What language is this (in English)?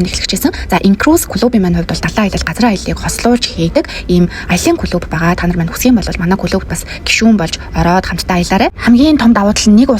Mongolian